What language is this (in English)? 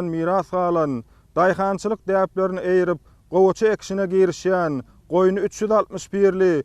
Turkmen